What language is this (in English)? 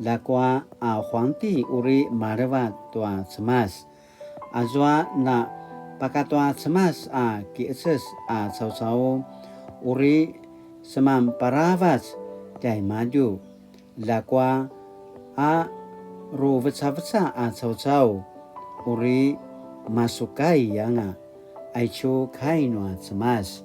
Paiwan